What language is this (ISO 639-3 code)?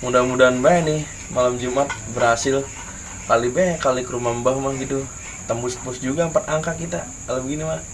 bew